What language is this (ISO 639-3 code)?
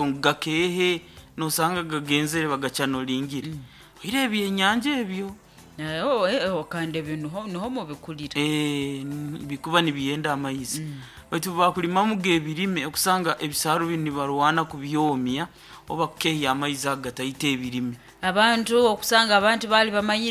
nyo